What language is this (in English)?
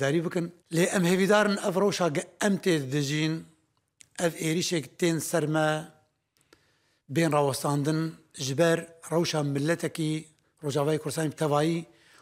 Kurdish